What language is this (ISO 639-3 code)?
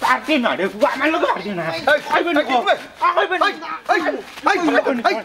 syl